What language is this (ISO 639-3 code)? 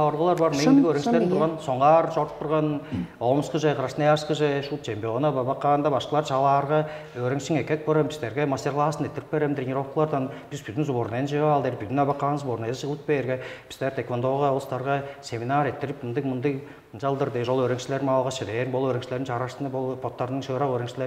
tyv